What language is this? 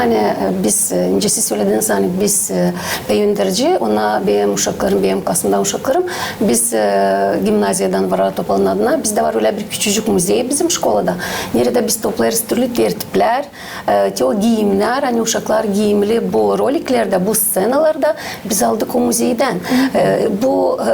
Gagauz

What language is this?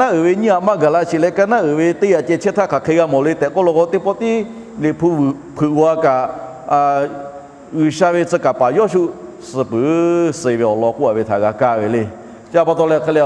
Lahu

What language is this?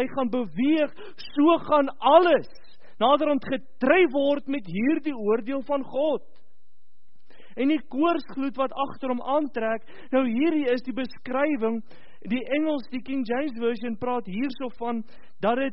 Afrikaans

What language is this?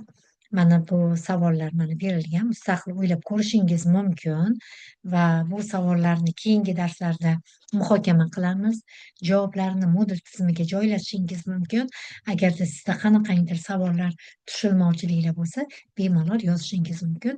Uzbek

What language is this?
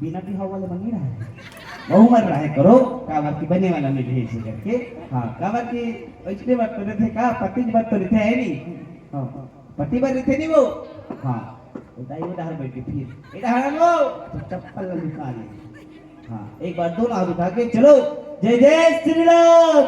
Chhattisgarhi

